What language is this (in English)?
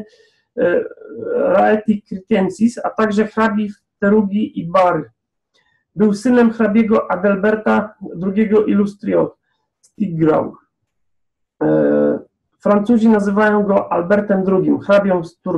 Polish